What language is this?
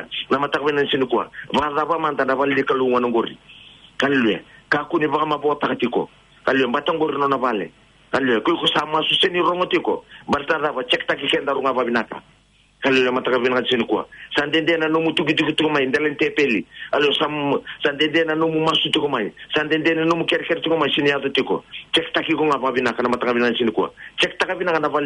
Fijian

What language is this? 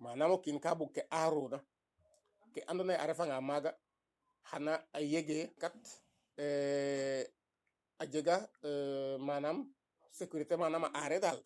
Serer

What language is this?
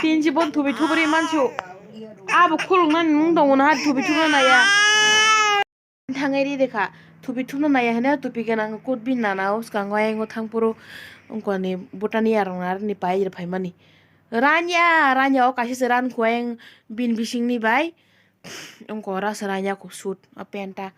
Kok Borok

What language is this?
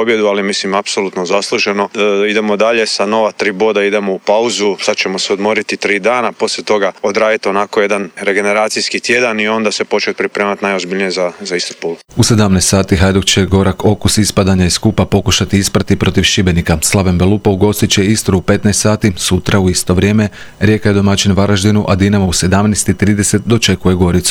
Croatian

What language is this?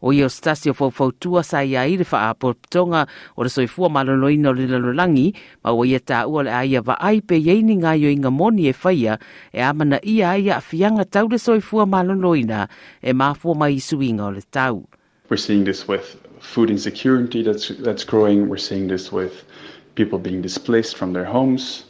Samoan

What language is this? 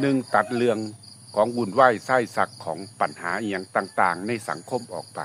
Lao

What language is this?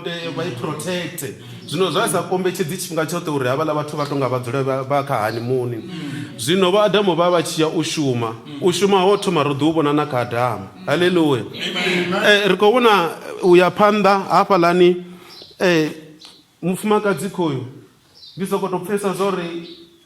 Venda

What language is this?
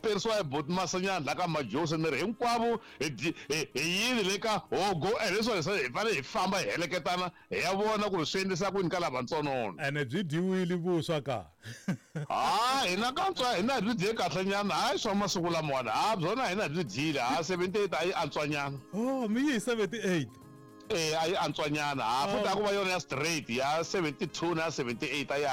Tsonga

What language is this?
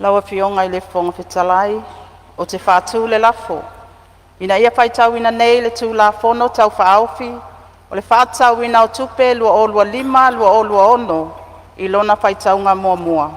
Samoan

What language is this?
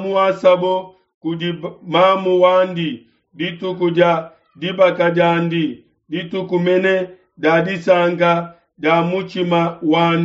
Luba-Lulua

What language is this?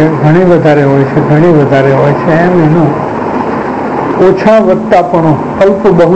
Gujarati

